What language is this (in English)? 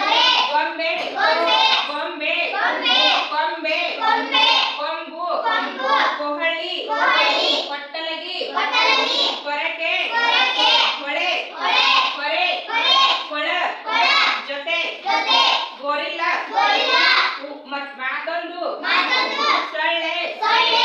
Kannada